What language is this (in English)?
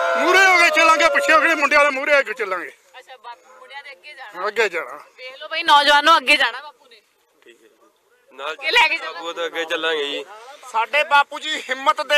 Punjabi